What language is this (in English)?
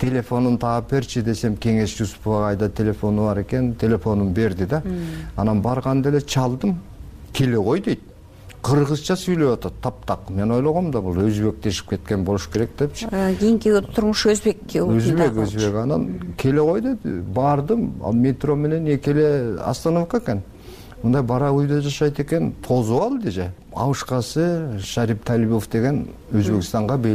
Kyrgyz